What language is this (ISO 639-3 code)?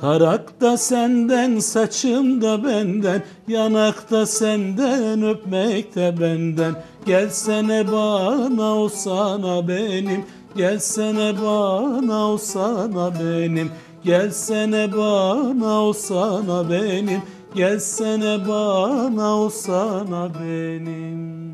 gag